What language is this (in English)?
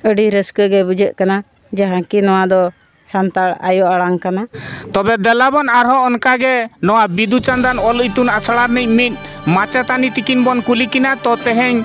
Santali